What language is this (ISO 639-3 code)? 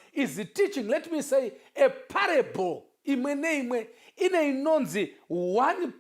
sna